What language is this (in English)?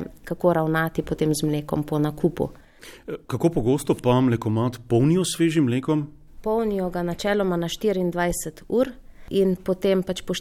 Slovenian